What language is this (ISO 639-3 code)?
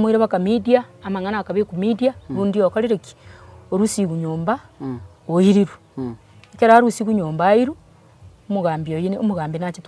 guz